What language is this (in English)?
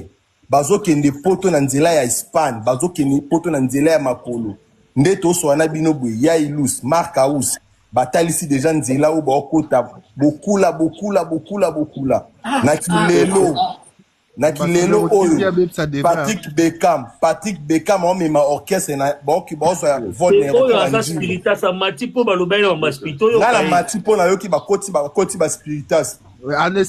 Lingala